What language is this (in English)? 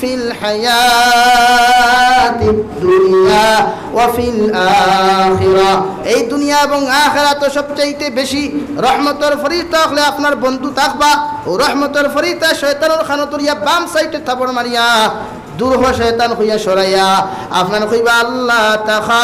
Sylheti